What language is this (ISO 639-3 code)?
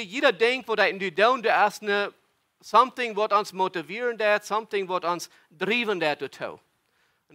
pdt